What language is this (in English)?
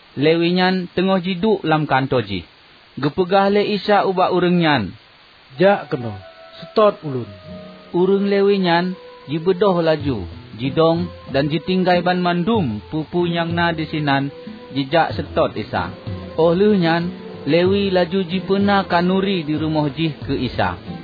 Achinese